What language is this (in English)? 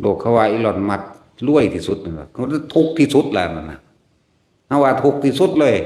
Northeastern Thai